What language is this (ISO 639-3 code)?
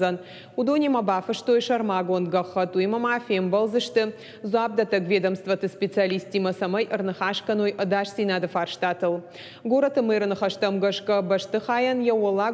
oss